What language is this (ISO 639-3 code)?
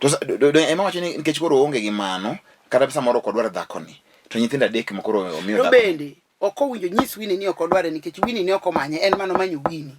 luo